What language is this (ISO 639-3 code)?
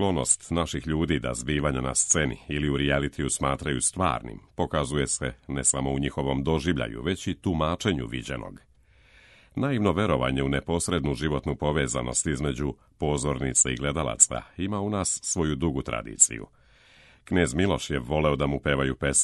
srp